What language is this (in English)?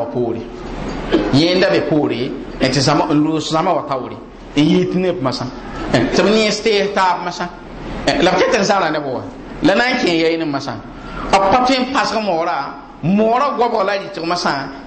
Mossi